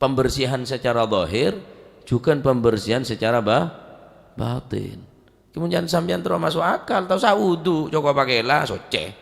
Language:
Madurese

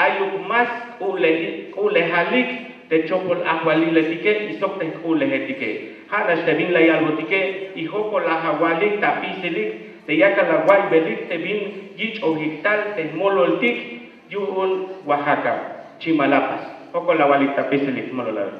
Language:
Tzeltal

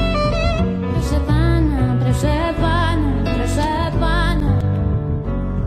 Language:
Polish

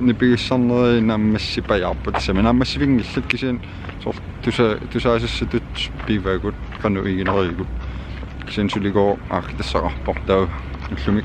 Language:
Kalaallisut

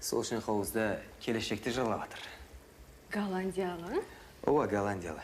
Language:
Kara-Kalpak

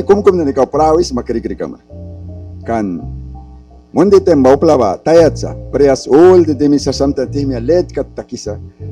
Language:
Mískito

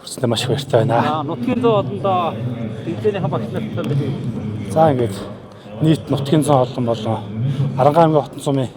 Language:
Mongolian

